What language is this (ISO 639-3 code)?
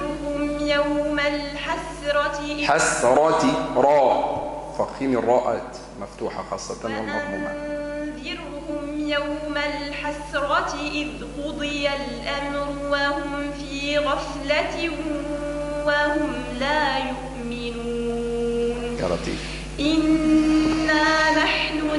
ara